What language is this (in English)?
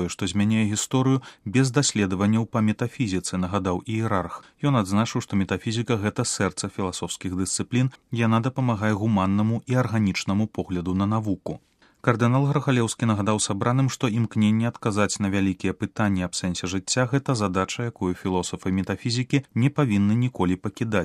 Belarusian